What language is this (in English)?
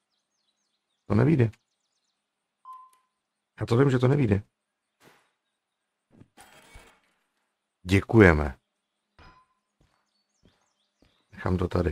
Czech